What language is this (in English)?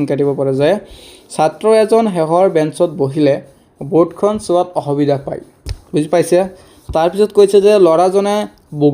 Assamese